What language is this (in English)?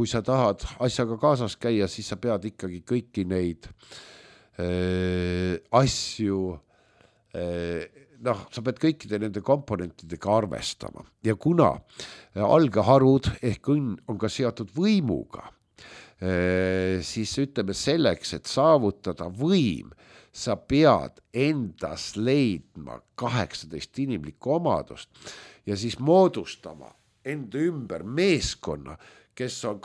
Estonian